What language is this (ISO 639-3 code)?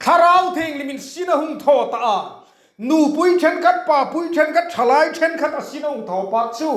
hmr